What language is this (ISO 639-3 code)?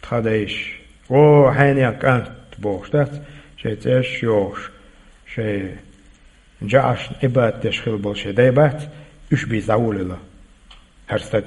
che